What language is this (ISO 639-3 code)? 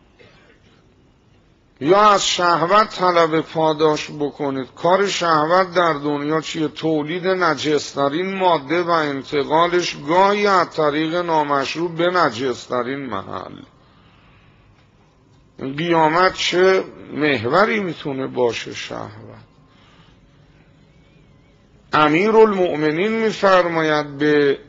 fas